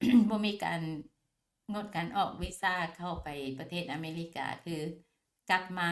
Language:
Lao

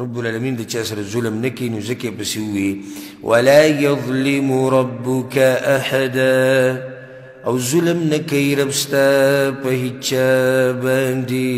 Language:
Pashto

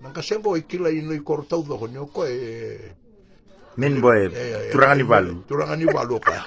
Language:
Fijian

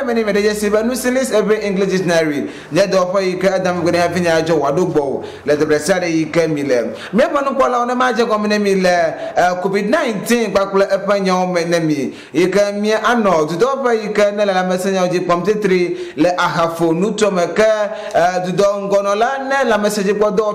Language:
Ewe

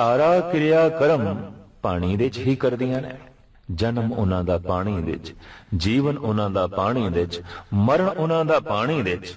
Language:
Punjabi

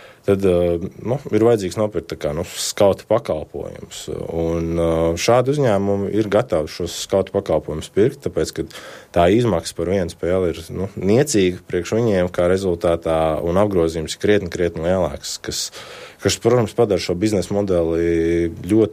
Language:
Latvian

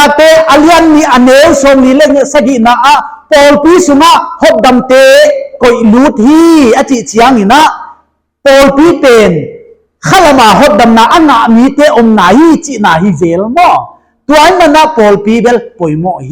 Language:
Paite Chin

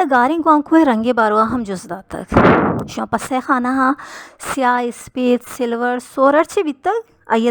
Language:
Baluchi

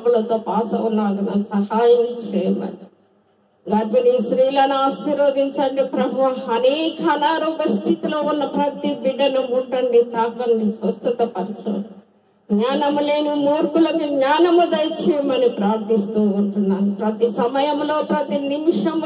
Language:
Telugu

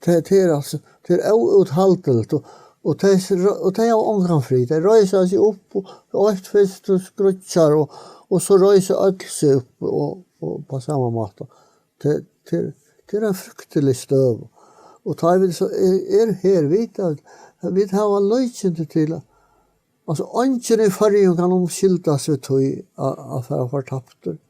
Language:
Faroese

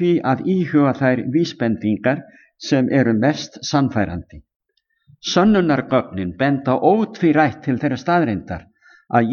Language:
Icelandic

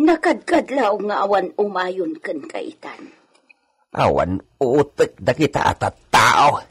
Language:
Iloko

